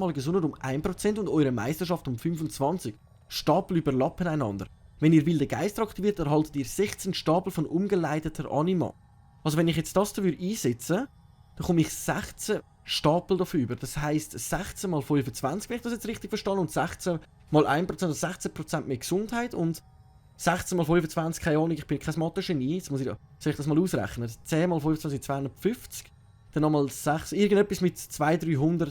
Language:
Swiss German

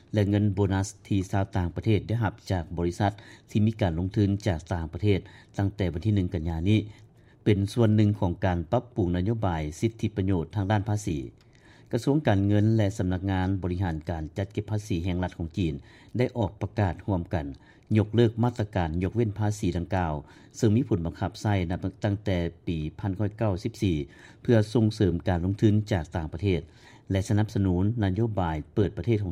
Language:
Lao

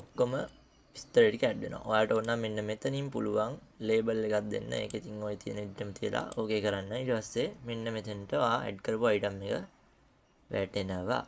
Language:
Sinhala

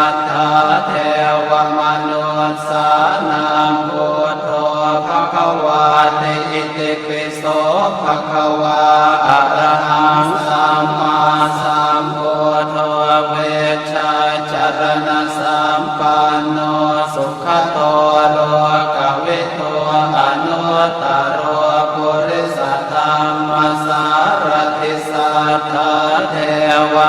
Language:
Pali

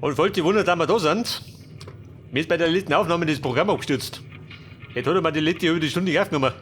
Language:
Bavarian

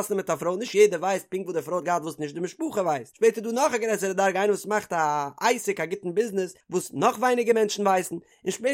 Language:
Yiddish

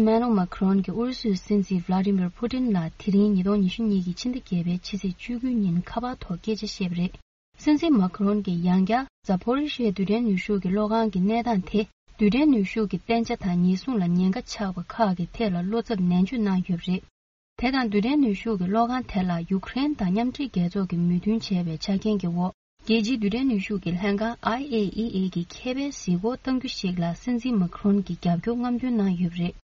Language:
Tibetan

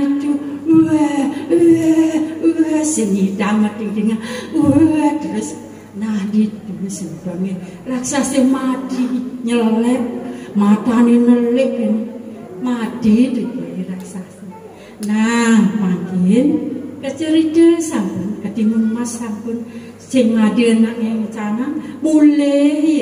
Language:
Balinese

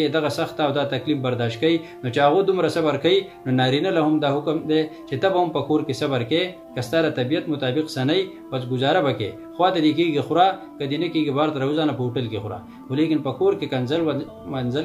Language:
Pashto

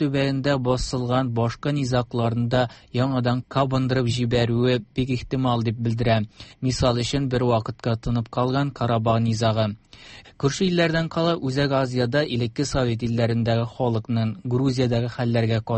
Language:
Tatar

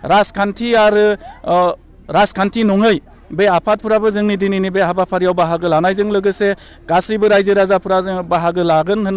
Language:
Bodo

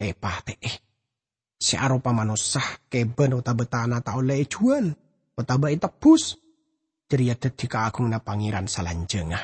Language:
Madurese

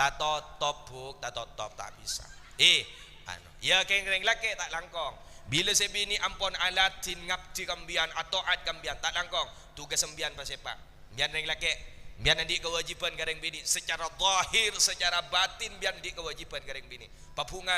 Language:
Madurese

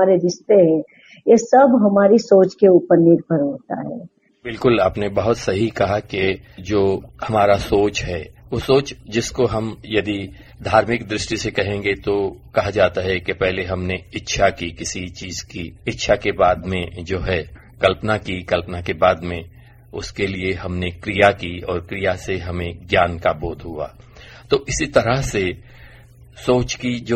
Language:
Hindi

